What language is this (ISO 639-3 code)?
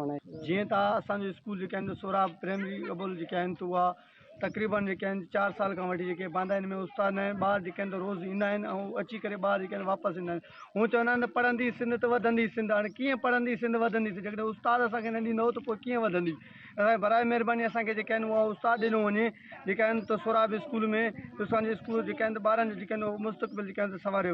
snd